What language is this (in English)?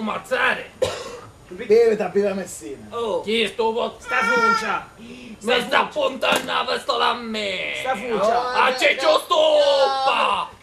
Sicilian